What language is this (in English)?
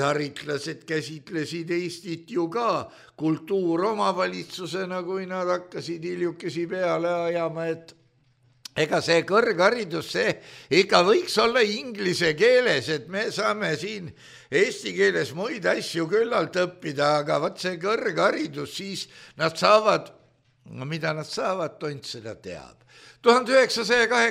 Estonian